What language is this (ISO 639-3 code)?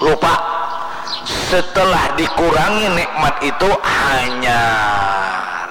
bjn